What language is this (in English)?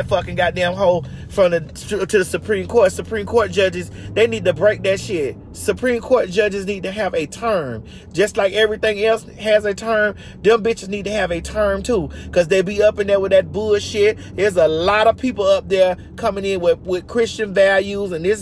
English